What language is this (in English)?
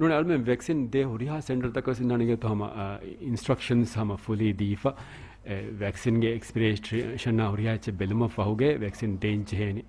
Divehi